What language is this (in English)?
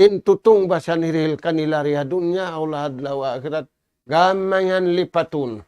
Tausug